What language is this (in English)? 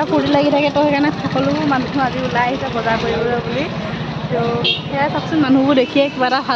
Assamese